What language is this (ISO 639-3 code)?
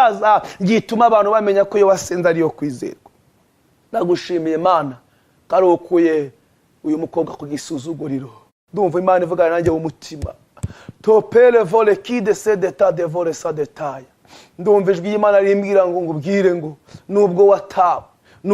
kin